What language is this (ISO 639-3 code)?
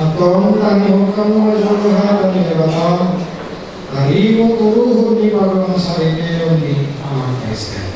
bbc